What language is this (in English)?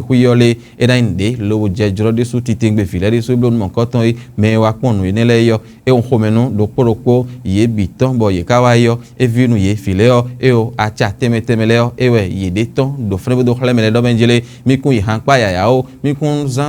Fon